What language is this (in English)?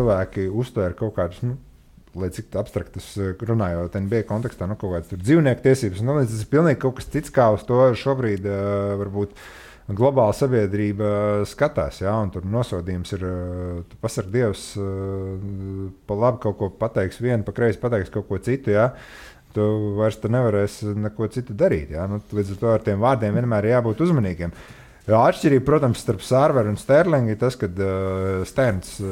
Latvian